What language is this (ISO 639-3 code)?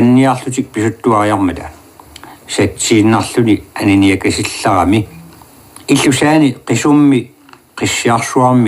kal